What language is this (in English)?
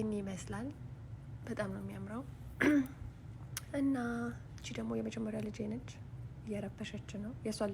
Amharic